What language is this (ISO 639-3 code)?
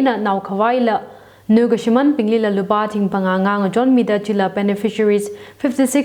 nmf